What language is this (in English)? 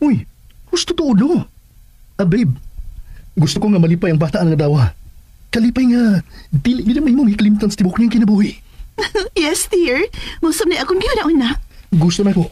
Cebuano